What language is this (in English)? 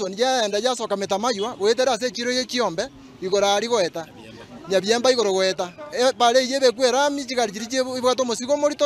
Gusii